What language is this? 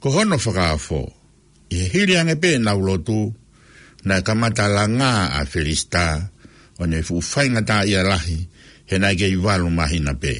Tongan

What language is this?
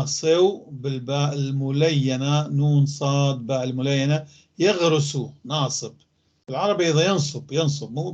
North Levantine Arabic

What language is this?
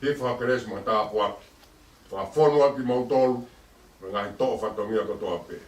Tongan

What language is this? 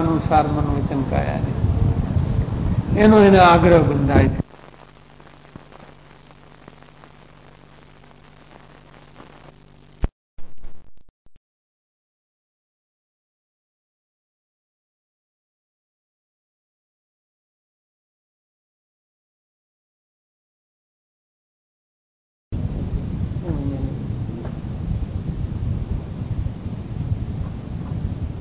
Gujarati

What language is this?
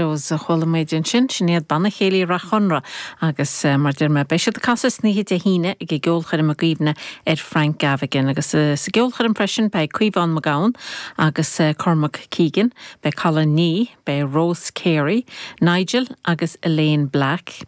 Irish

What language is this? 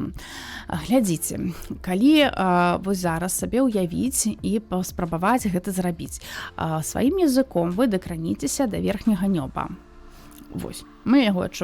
Belarusian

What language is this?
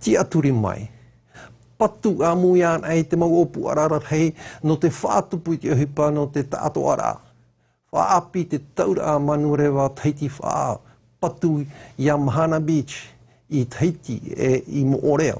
Tahitian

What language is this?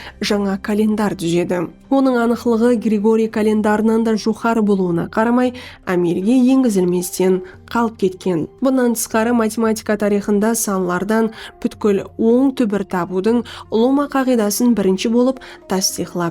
Kara-Kalpak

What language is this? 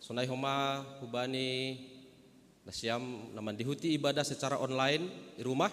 Batak Simalungun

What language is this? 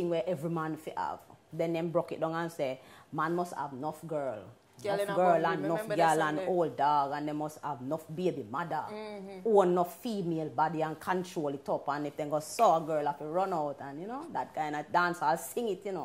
Jamaican Creole English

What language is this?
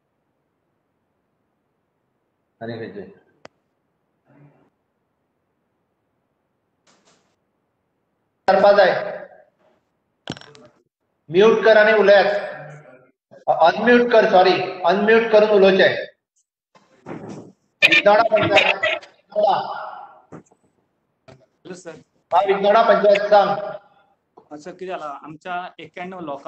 Konkani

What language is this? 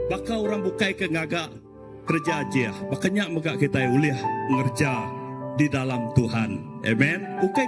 Iban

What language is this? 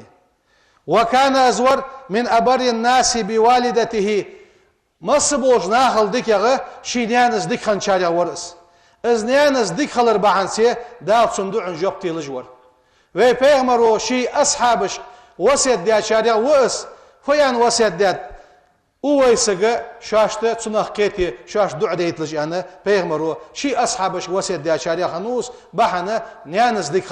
Ingush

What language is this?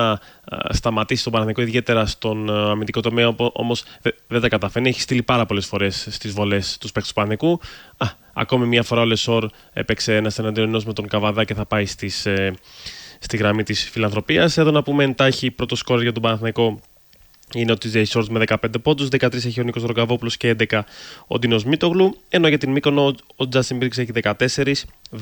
Greek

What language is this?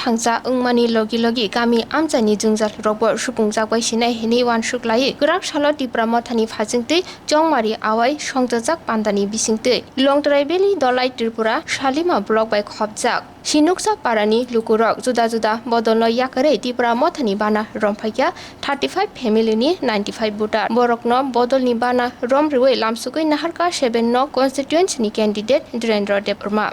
Kok Borok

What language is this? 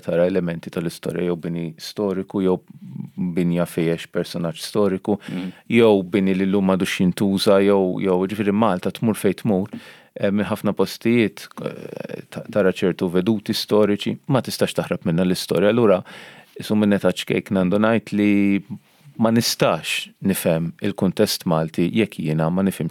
Maltese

